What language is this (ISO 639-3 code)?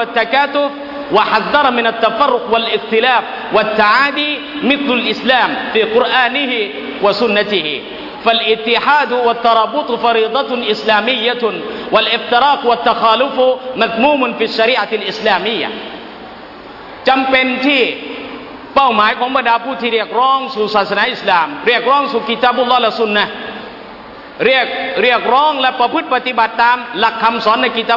tha